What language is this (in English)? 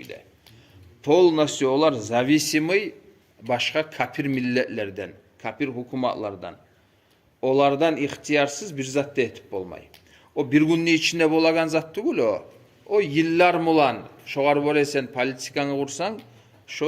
Kumyk